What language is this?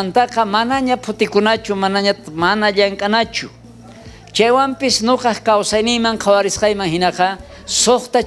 South Bolivian Quechua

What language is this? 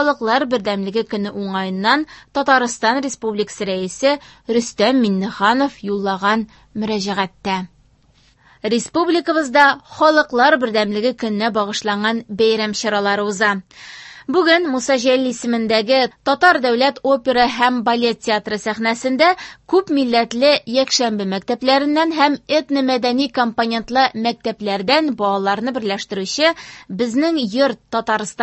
Tatar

